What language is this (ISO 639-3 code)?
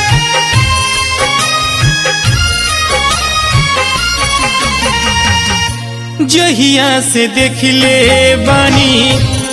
bho